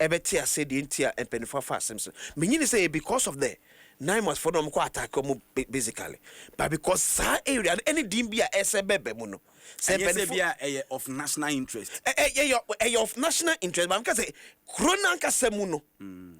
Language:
Akan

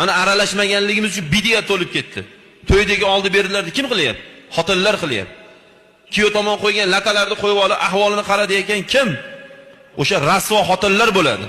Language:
Uzbek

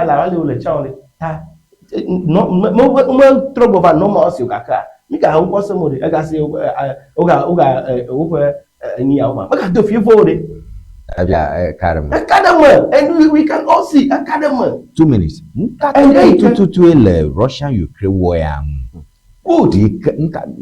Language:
Ewe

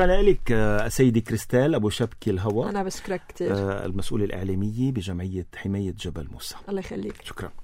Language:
North Levantine Arabic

